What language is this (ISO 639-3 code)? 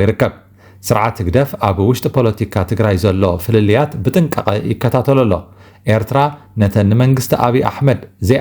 tir